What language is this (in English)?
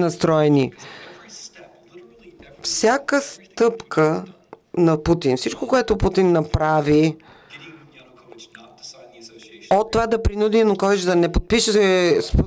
Bulgarian